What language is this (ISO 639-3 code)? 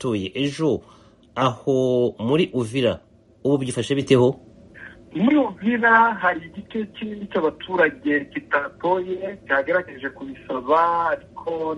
kin